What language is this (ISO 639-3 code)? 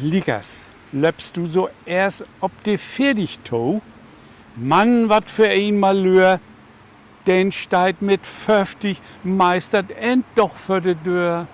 nds